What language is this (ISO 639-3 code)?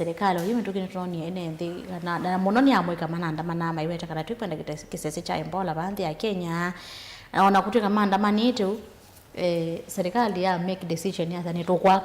kam